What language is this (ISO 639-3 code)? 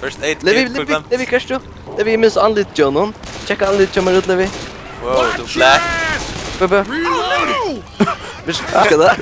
fao